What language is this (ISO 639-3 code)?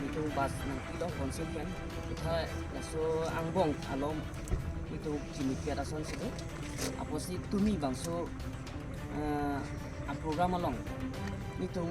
mjw